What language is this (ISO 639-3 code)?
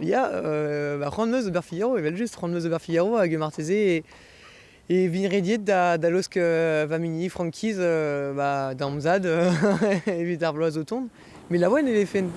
bre